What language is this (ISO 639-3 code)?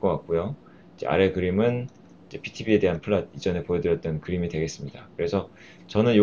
kor